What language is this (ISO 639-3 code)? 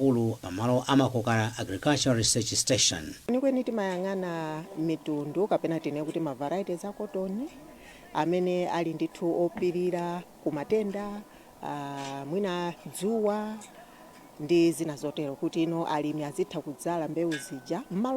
nya